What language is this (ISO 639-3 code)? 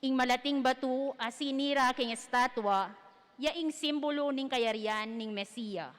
pam